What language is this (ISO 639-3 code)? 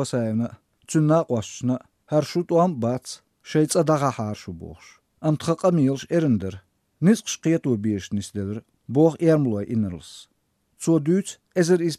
lav